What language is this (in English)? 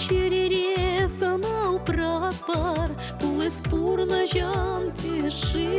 Chuvash